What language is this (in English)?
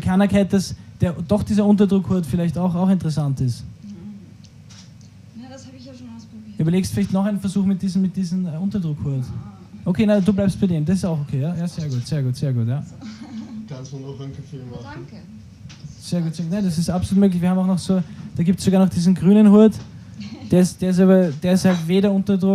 Bavarian